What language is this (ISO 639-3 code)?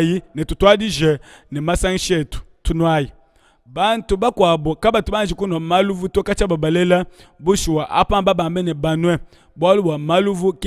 lua